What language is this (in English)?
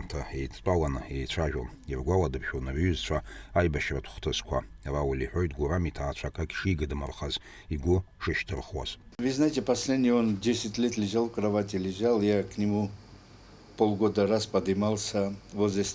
Abkhazian